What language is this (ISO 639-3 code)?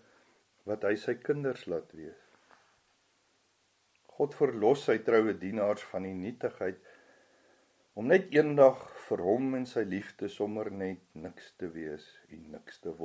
afr